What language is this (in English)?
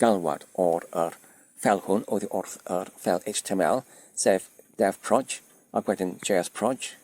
Welsh